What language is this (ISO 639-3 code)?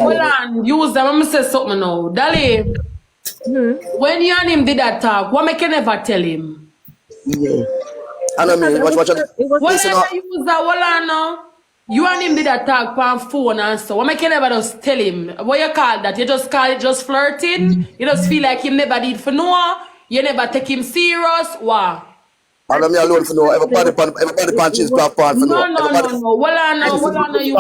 jam